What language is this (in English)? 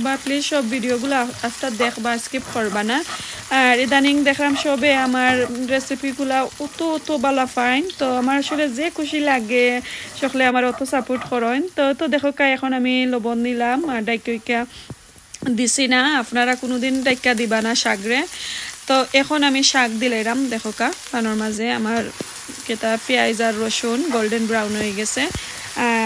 Sylheti